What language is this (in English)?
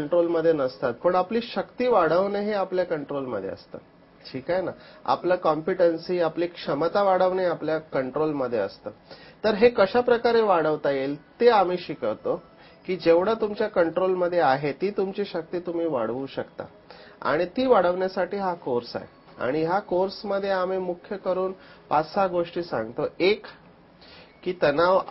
Marathi